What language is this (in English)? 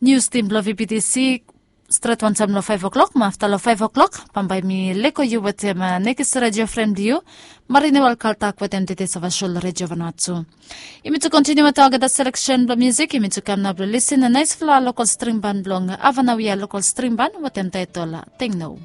Bislama